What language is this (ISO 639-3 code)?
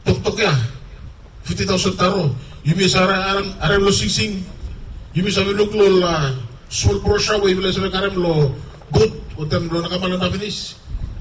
bis